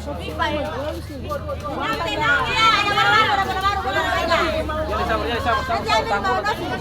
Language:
Ambonese Malay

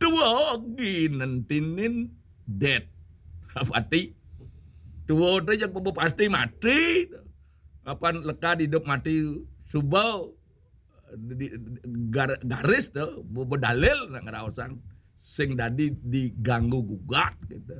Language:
Balinese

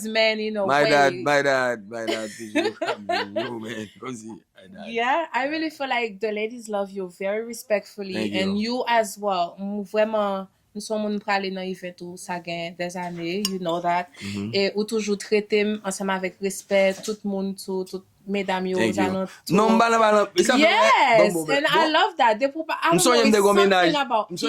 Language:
Haitian Creole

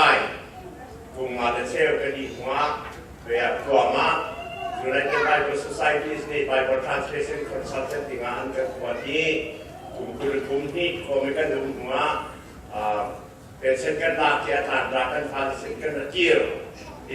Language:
Hakha Chin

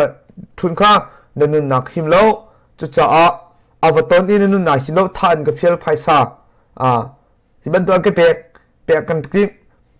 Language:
Hakha Chin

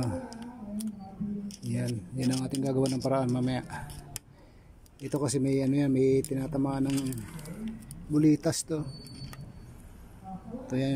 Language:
Filipino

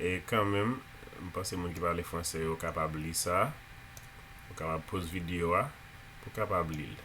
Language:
Haitian Creole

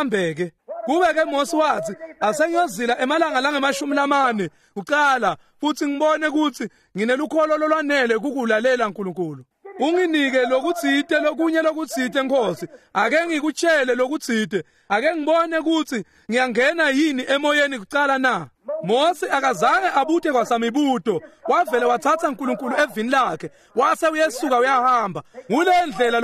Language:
Swati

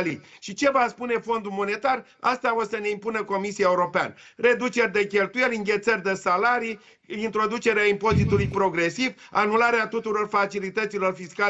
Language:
Romanian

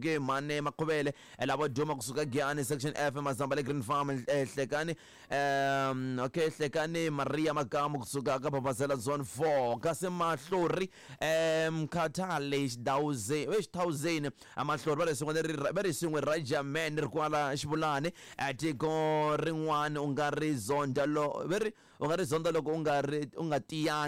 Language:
Tsonga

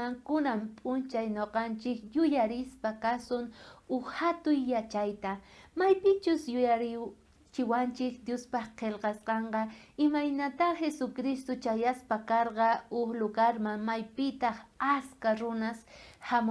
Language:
South Bolivian Quechua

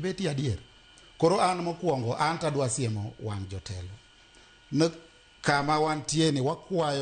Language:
Luo (Kenya and Tanzania)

